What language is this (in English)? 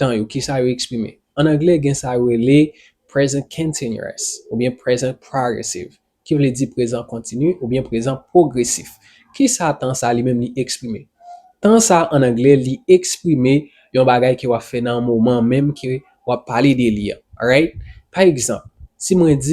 Haitian Creole